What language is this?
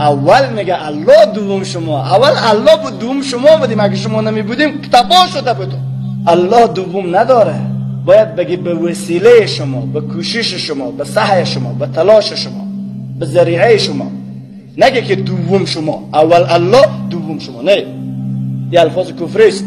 Persian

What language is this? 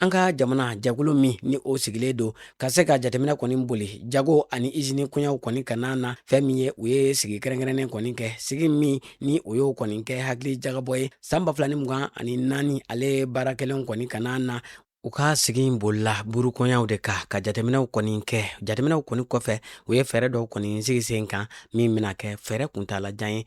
Bambara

